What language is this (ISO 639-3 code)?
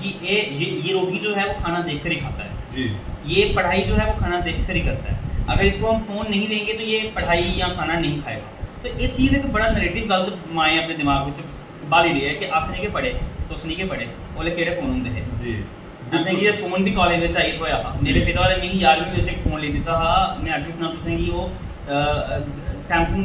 doi